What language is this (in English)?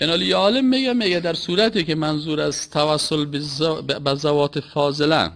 Persian